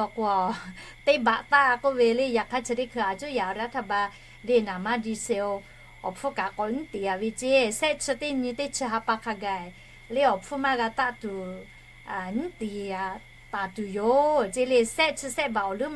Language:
Lahu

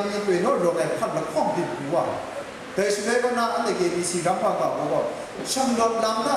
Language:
Kachin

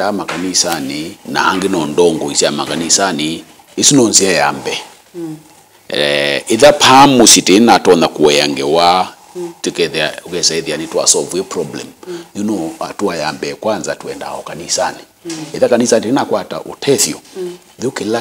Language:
Kamba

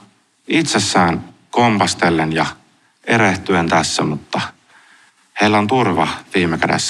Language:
Finnish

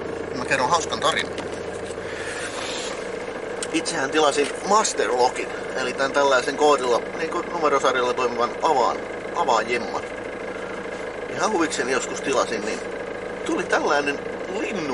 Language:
Finnish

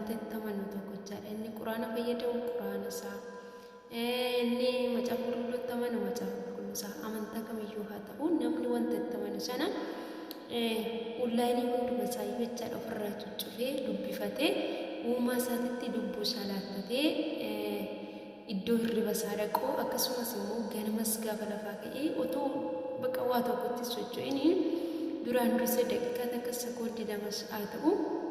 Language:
Oromo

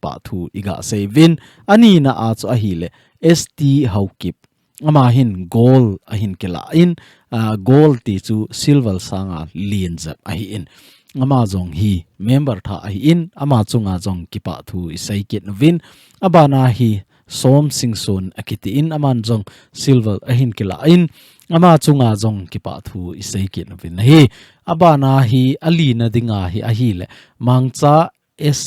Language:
Thado Chin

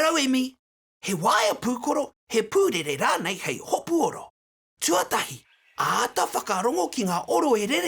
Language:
Māori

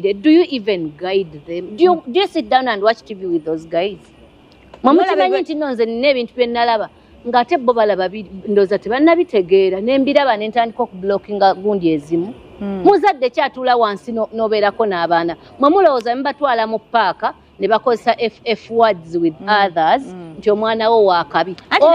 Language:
Ganda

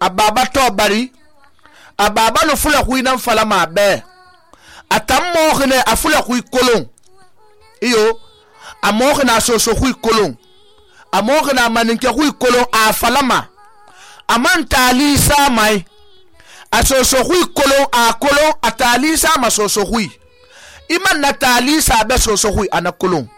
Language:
Susu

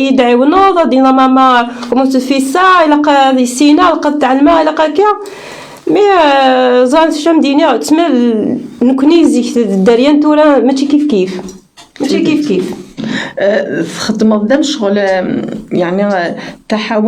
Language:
Kabyle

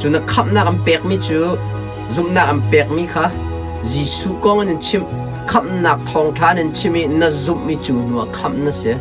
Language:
Hakha Chin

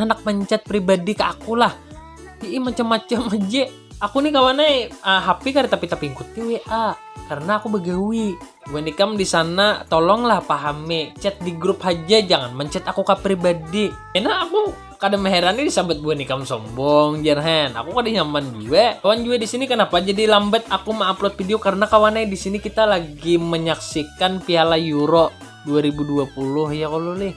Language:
Banjar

